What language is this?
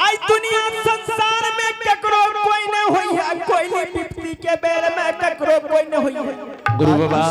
Angika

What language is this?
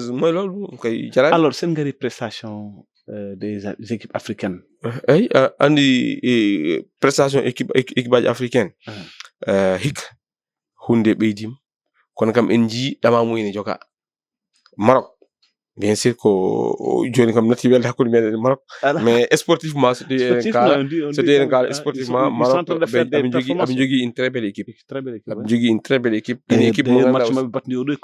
Fula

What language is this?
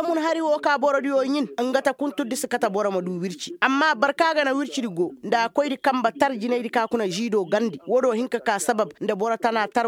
Koyraboro Senni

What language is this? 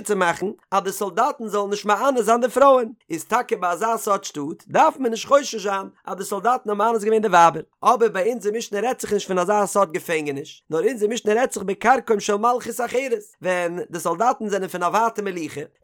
Yiddish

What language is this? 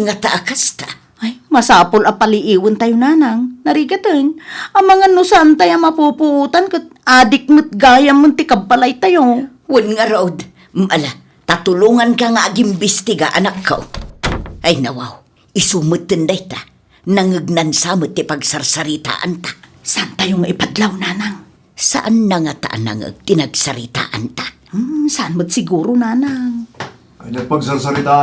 Iloko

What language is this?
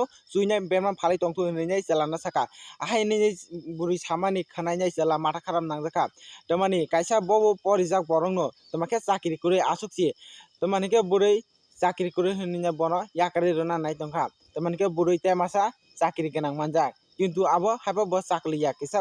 Kok Borok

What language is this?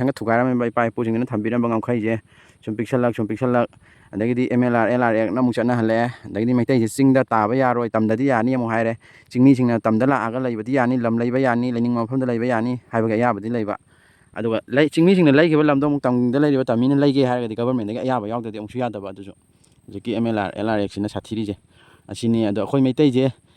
Manipuri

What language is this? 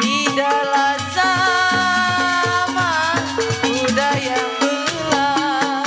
Betawi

